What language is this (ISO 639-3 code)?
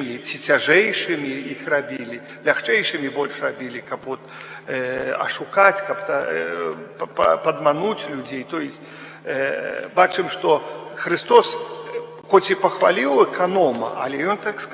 bel